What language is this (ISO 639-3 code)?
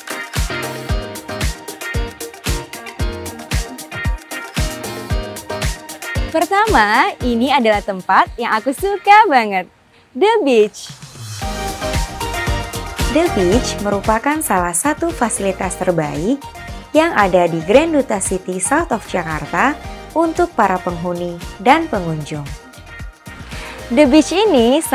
ind